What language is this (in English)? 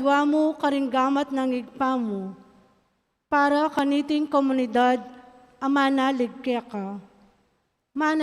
Pampanga